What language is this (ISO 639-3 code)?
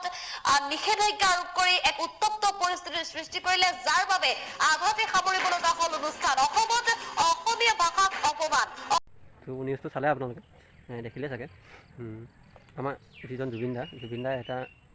asm